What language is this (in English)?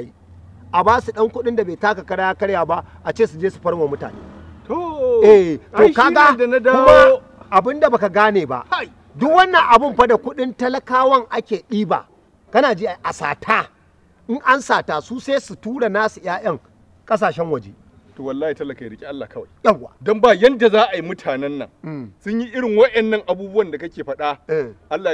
Hausa